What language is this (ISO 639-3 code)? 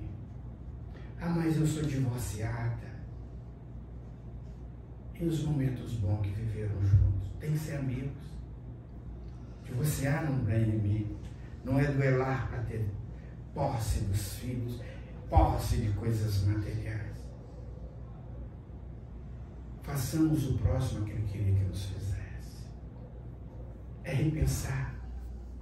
por